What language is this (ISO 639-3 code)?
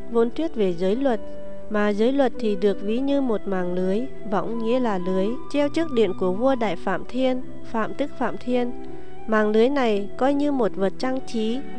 vie